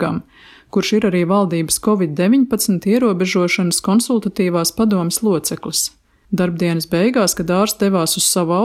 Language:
Latvian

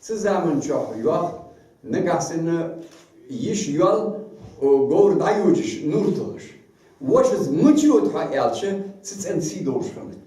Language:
Ingush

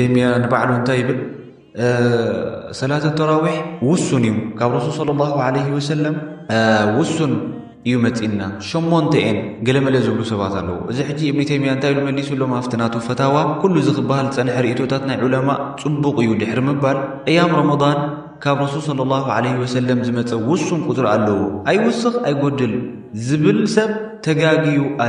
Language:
Tigrinya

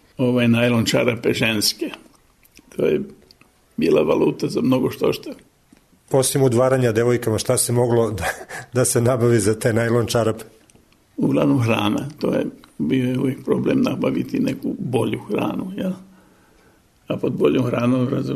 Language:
Serbian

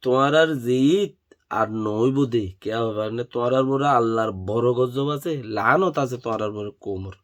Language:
Rohingya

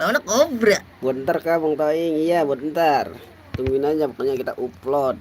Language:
Betawi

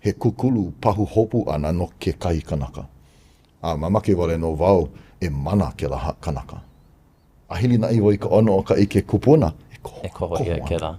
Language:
Hawaiian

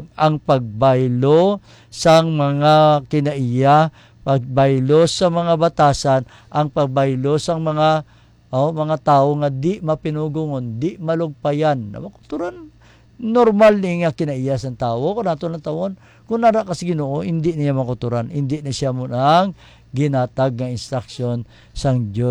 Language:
Hiligaynon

